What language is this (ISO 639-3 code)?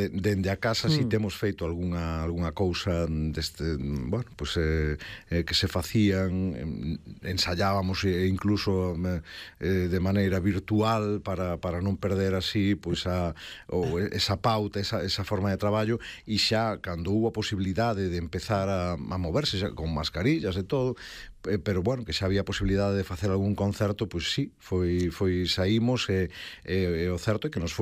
glg